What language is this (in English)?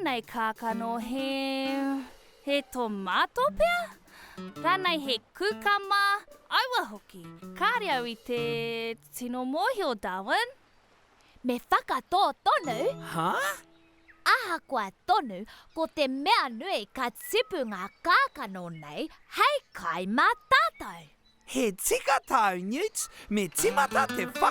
Māori